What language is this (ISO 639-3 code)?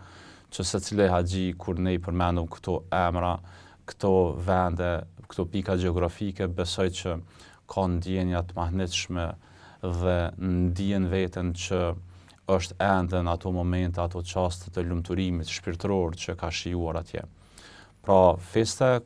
sqi